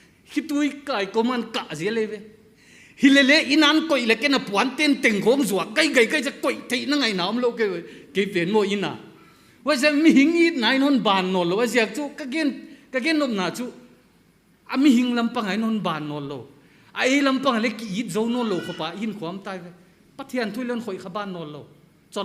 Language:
Paite Chin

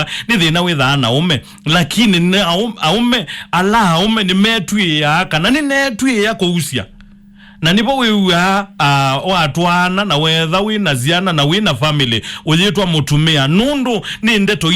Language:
Kamba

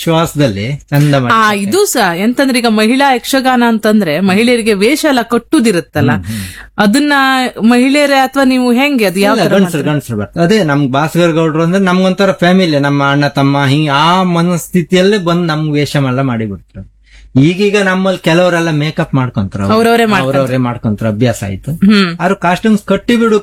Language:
Kannada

